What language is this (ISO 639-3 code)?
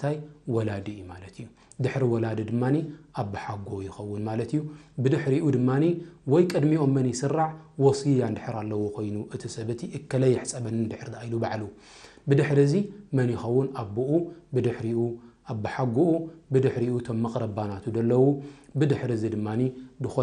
tir